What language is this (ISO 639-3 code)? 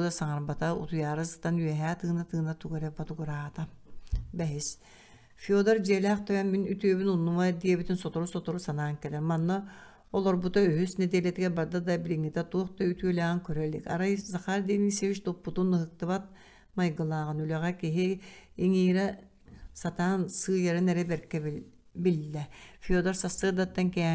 sah